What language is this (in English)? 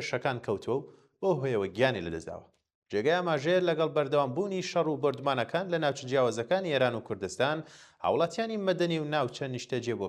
Central Kurdish